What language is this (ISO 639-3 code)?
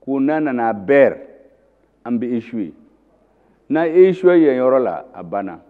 bam